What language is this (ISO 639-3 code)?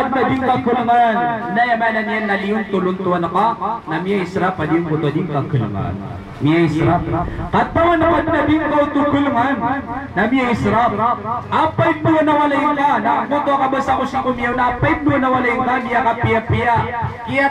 mrw